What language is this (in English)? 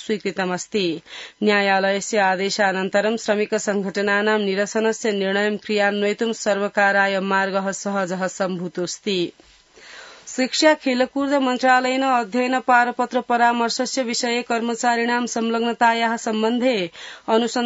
Sanskrit